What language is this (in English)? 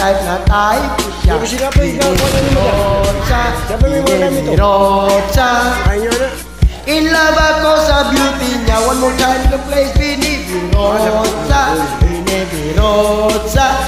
Filipino